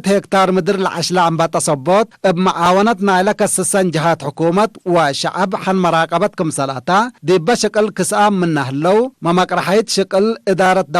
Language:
Tigre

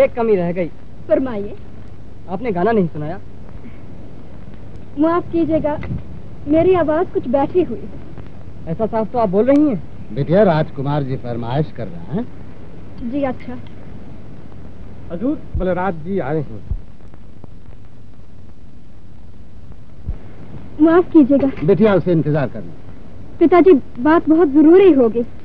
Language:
Hindi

